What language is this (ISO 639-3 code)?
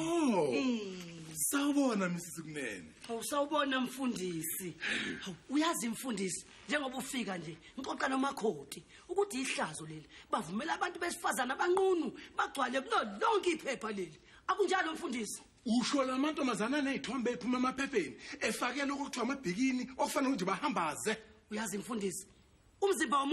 zul